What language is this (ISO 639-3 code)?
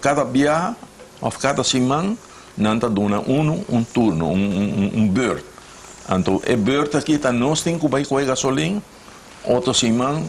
pap